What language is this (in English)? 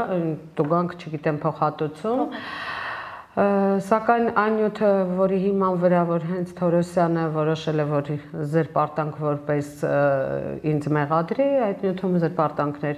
Armenian